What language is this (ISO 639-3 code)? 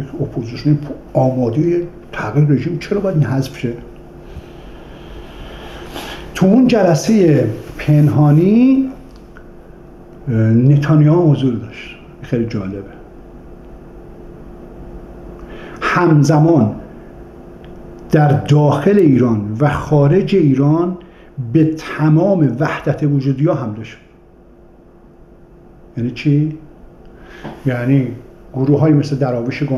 fas